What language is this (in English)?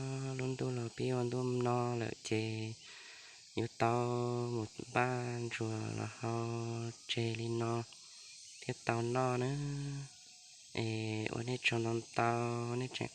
Hmong